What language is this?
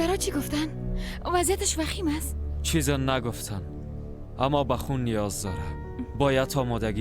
Persian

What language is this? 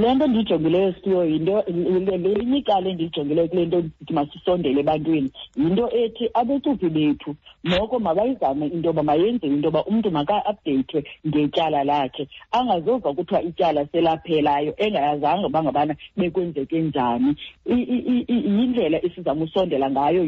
Xhosa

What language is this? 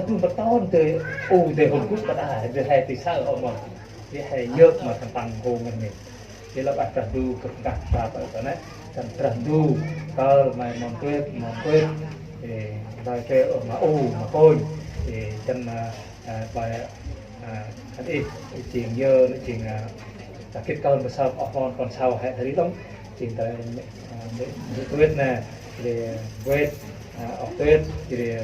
Central Mnong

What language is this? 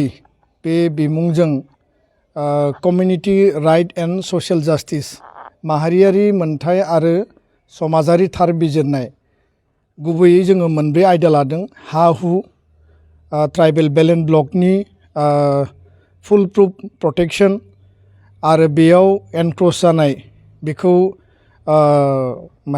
Bodo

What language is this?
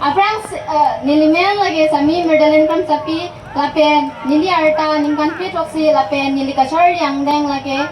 Karbi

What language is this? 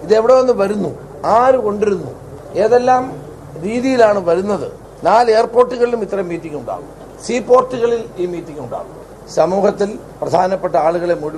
Malayalam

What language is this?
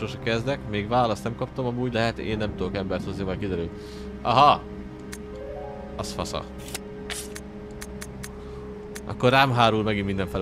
Hungarian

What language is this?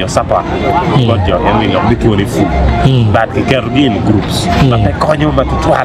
Acoli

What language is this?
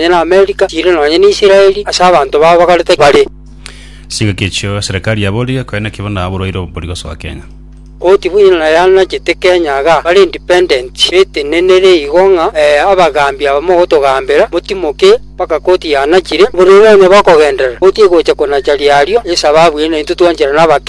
Gusii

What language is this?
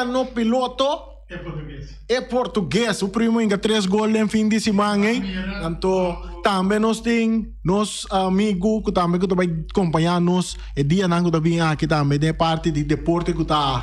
Papiamento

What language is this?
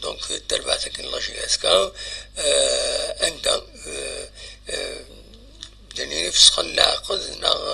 Kabyle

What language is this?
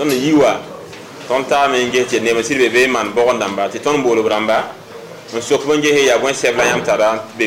Mossi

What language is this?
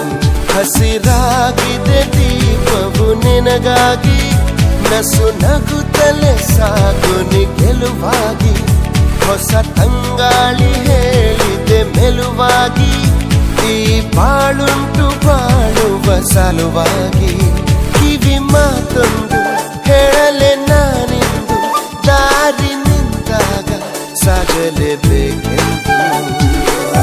Kannada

